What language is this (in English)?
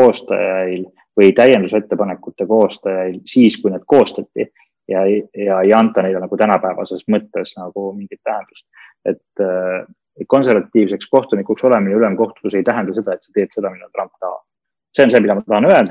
Estonian